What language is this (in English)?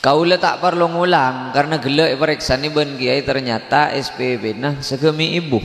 Madurese